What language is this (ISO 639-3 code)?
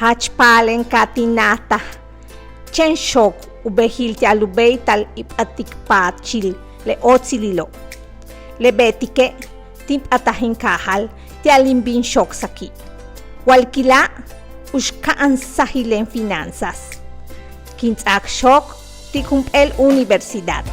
yua